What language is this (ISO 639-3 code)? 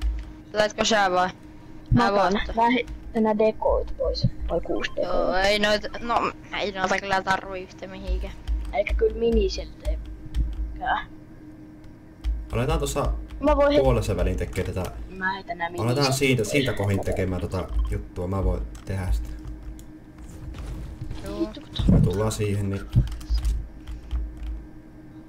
fin